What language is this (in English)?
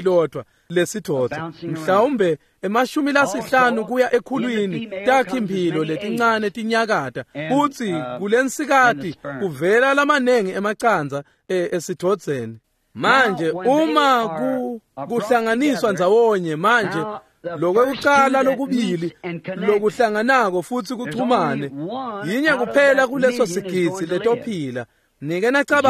Swati